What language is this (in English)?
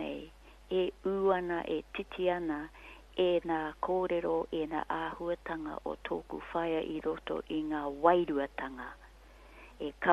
Māori